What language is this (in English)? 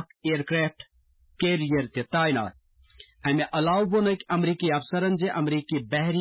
Kashmiri